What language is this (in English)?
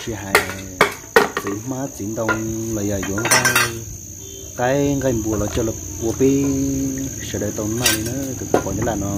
Hmong